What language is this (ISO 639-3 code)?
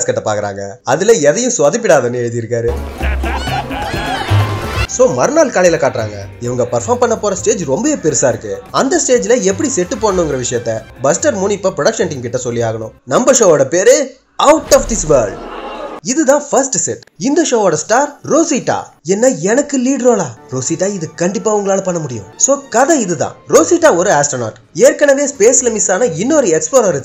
tam